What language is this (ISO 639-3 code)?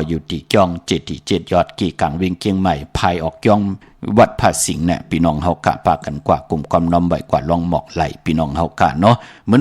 shn